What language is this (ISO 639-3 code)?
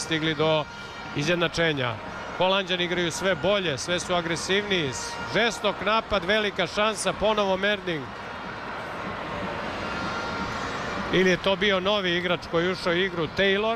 srp